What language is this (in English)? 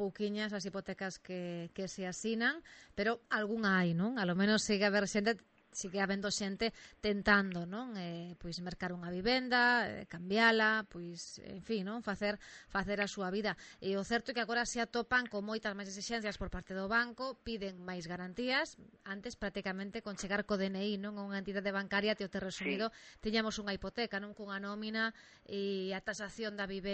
Galician